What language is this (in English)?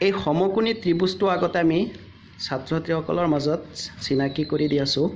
Assamese